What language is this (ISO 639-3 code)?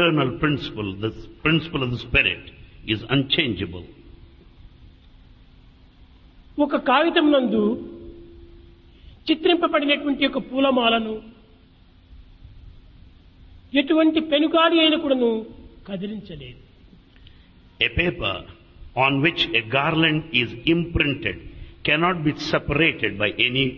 tel